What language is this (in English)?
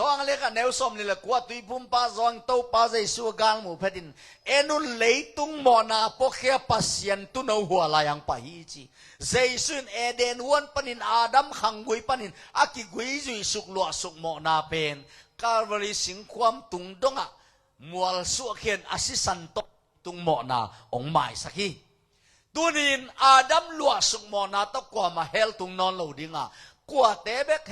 Tedim Chin